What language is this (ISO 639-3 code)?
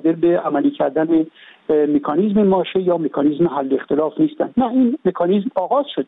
fas